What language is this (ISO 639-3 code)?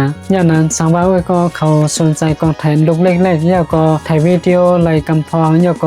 shn